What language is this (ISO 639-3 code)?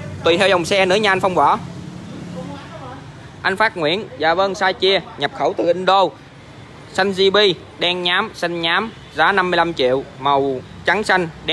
vie